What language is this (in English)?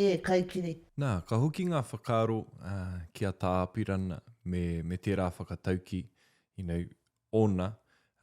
Māori